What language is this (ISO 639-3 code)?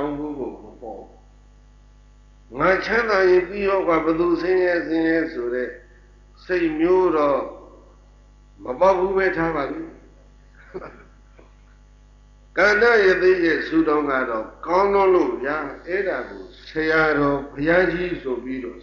mya